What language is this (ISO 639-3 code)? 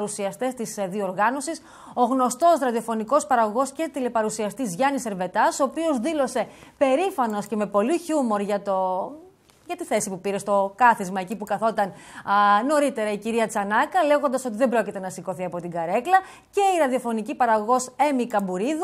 ell